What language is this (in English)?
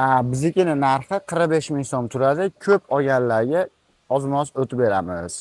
Uzbek